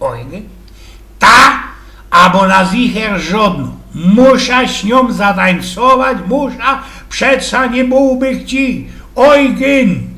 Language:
Silesian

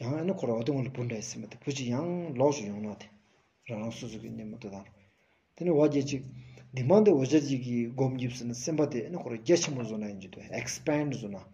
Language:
Stod Bhoti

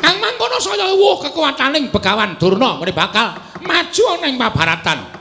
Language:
Javanese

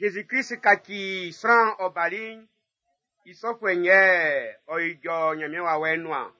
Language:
Baoulé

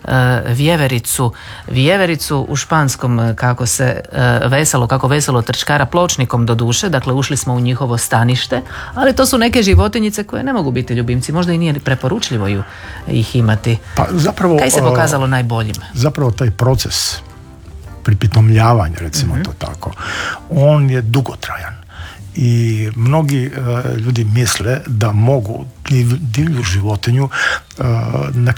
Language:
Croatian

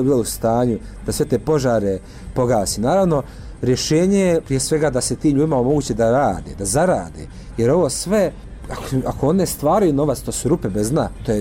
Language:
Bosnian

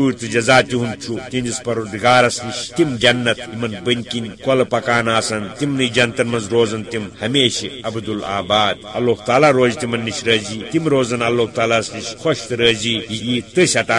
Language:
Kashmiri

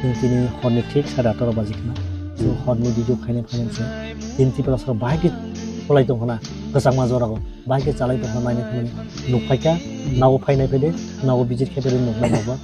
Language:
Kok Borok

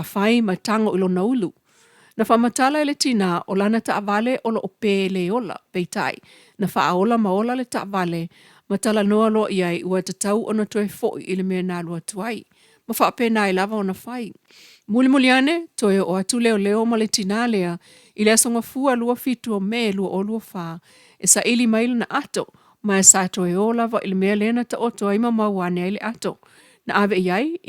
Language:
Samoan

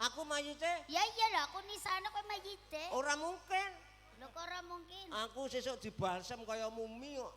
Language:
Javanese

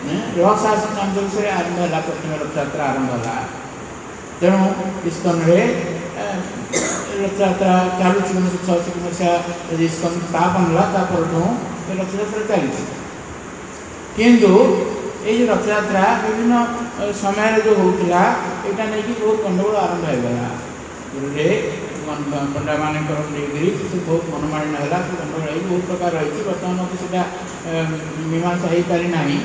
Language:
Odia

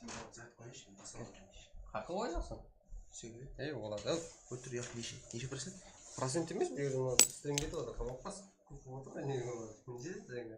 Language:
Kara-Kalpak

